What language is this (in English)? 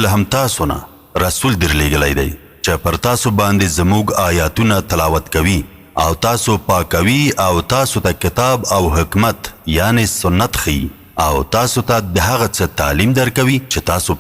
Pashto